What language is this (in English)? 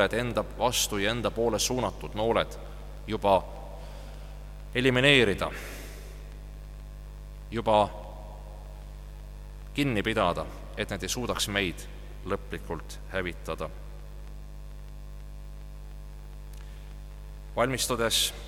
Estonian